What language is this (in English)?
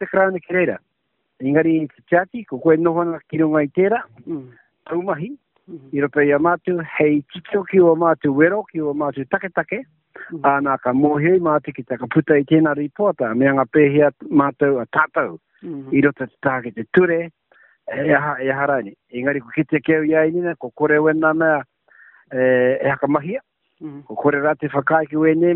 Māori